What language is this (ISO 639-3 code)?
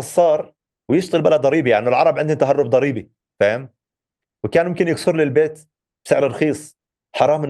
apc